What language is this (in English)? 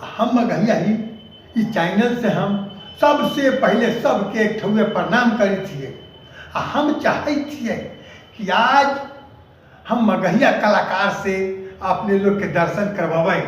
Magahi